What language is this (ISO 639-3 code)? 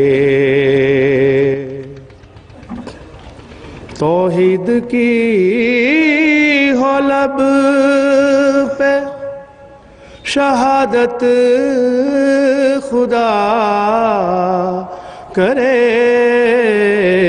urd